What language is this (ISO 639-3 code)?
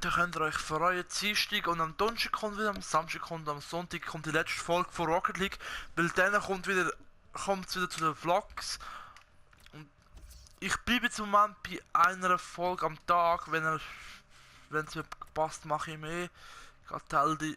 gsw